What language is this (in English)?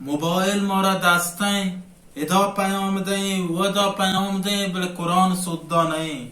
Baluchi